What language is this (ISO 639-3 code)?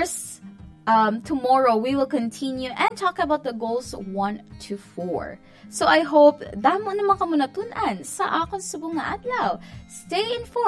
hil